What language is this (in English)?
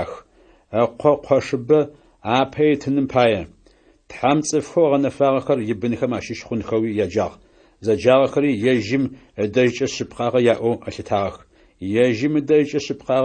Adyghe